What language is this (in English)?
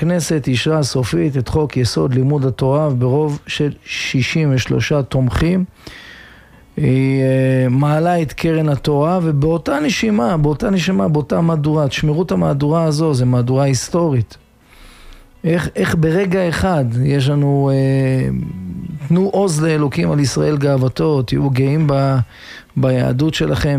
Hebrew